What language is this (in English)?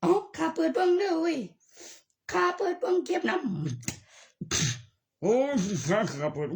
Northeastern Thai